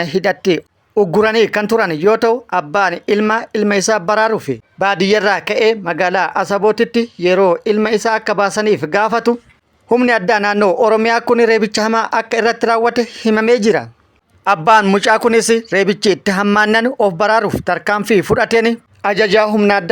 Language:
Oromo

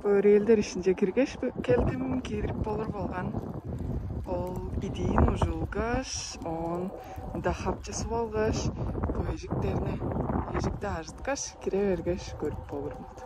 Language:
Tuvinian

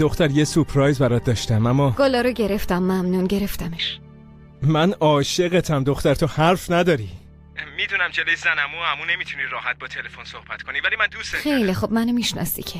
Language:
Persian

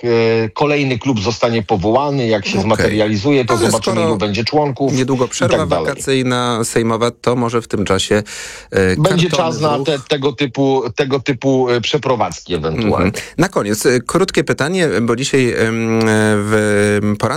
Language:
Polish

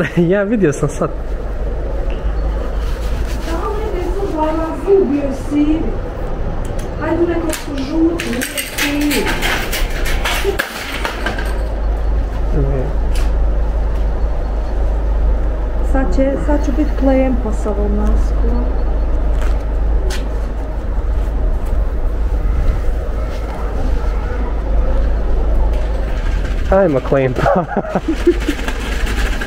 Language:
Croatian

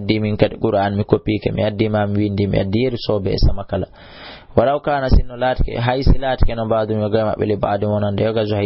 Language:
Fula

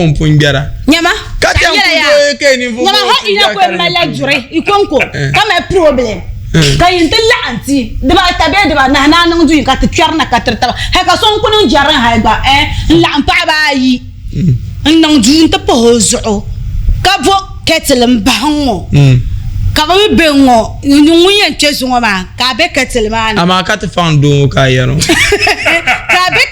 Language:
Dagbani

